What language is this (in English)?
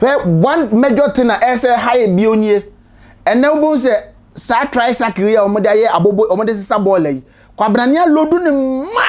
Akan